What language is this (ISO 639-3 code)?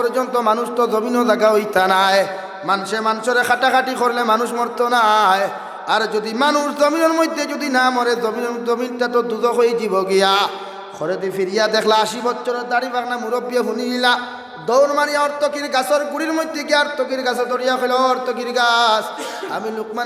syl